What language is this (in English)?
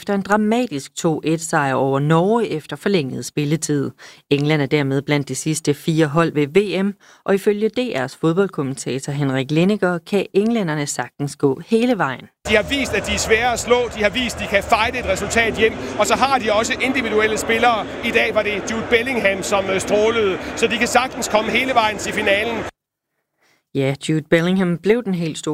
Danish